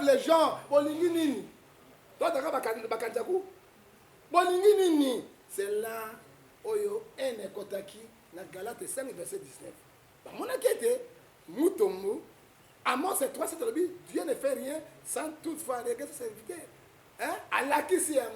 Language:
Lingala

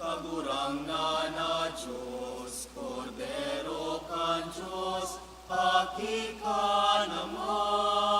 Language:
Bikol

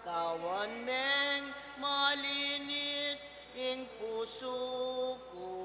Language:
Pampanga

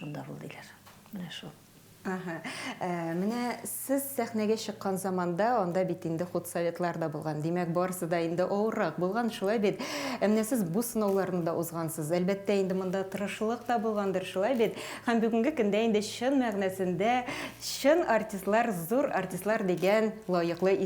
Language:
Tatar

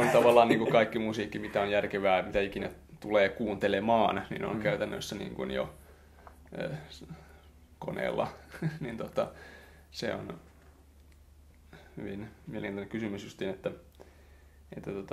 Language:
Finnish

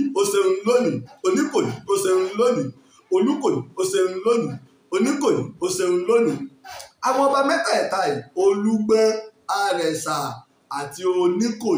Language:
Yoruba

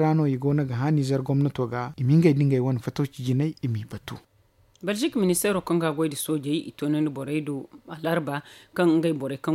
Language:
Zarma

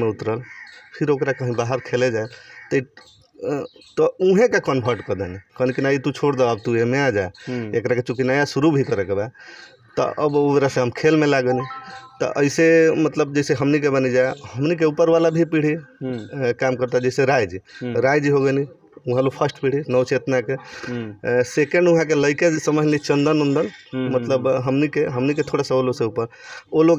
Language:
Bhojpuri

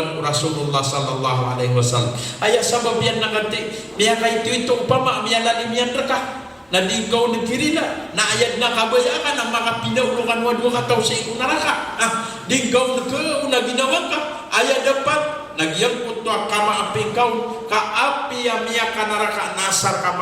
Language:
Maranao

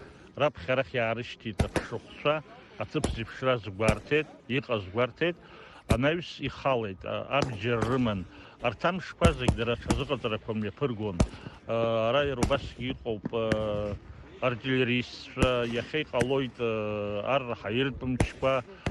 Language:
Abkhazian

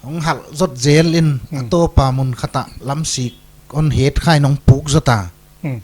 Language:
Paite Chin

